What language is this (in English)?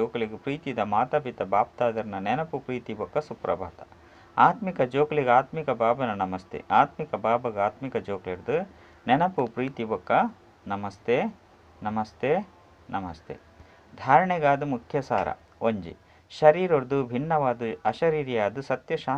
Tulu